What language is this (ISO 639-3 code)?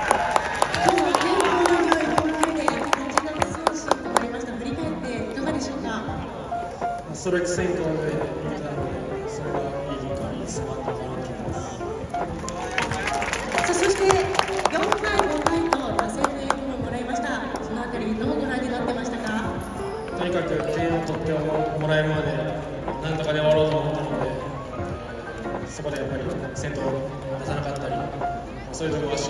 jpn